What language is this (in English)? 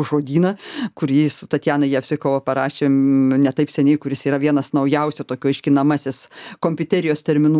Lithuanian